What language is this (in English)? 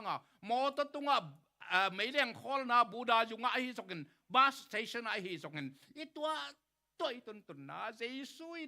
Tedim Chin